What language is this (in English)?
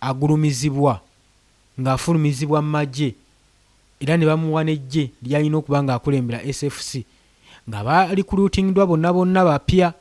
Ganda